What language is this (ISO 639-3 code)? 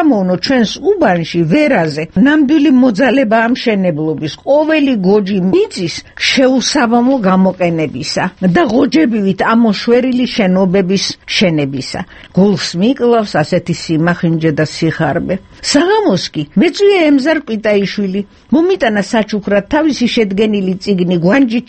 kat